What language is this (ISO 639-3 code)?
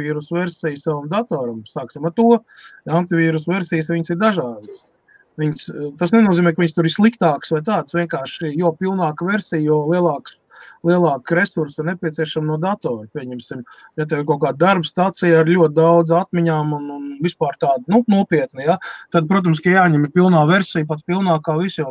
lav